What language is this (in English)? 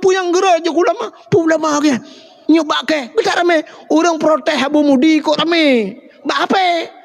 Achinese